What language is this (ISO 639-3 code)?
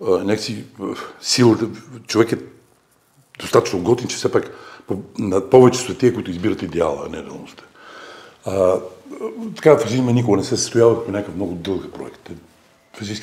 bul